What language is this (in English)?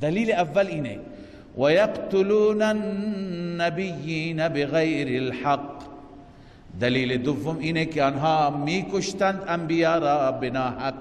Persian